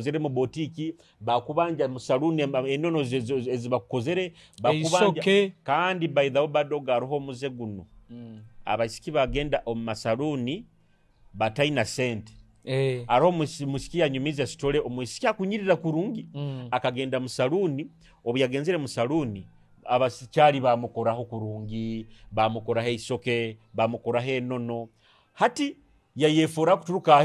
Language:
Nyoro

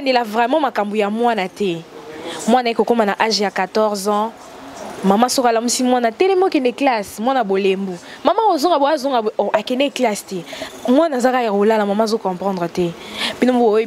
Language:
Lingala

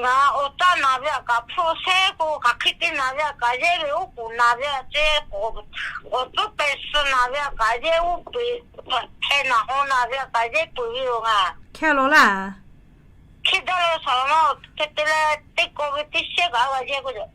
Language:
Lahu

